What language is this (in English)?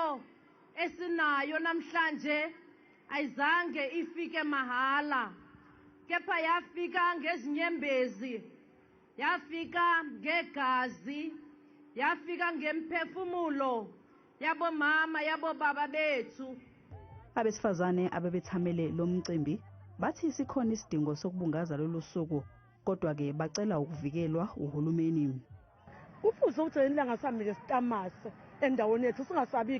Zulu